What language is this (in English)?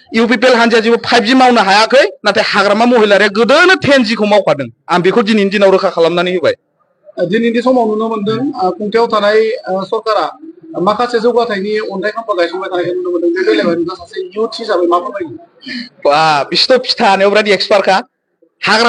Bodo